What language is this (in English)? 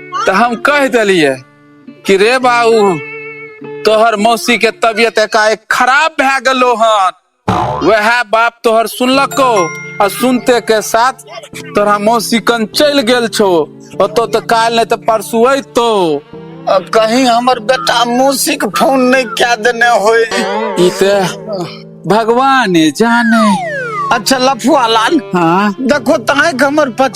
Maithili